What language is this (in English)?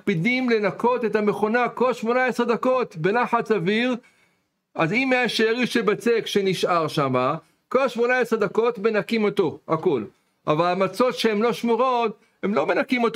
Hebrew